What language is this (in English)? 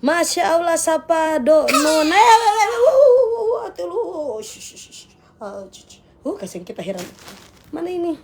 Manado Malay